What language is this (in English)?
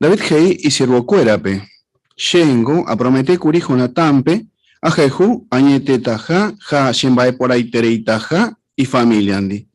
Guarani